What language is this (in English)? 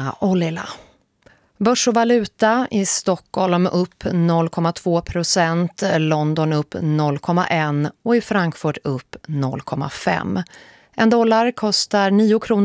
Swedish